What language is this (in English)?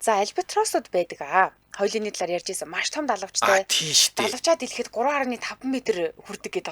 Mongolian